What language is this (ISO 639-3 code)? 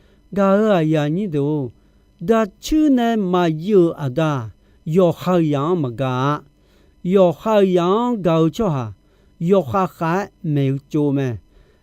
ahk